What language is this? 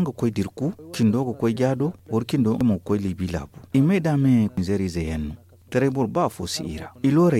Zarma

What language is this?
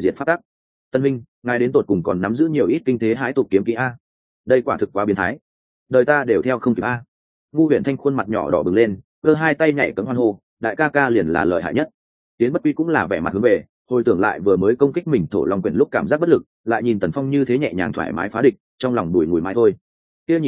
Vietnamese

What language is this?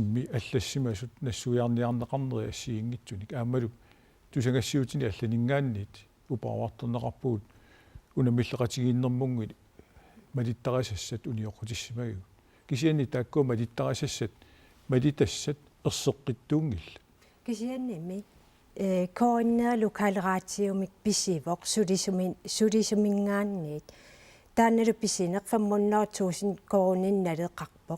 Kalaallisut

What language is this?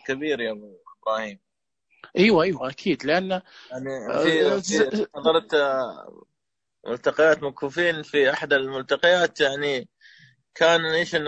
Najdi Arabic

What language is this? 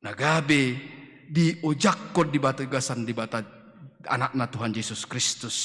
Batak Toba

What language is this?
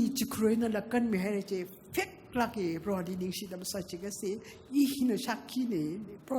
Tangkhul Naga (India)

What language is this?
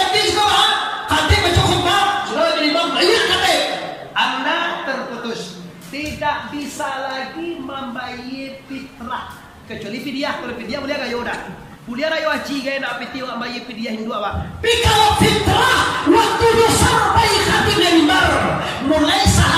Minangkabau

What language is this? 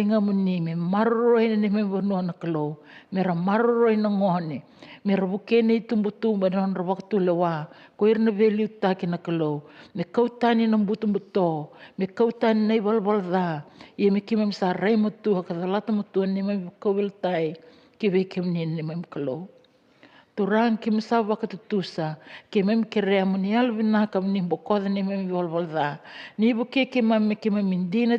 Fijian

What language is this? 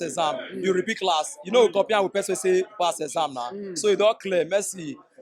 Nigerian Pidgin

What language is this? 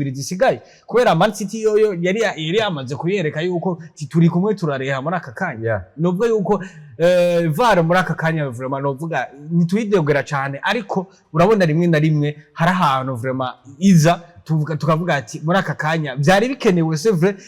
Rundi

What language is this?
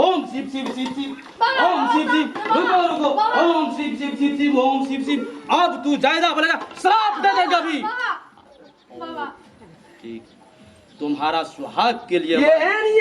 Maithili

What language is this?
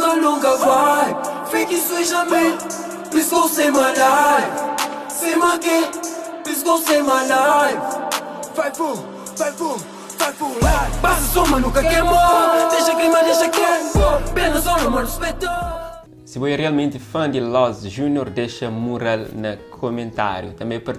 Kabuverdianu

